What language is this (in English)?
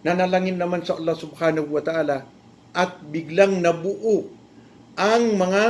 Maranao